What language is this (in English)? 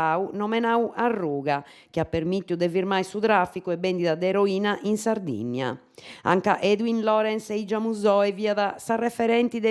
Sardinian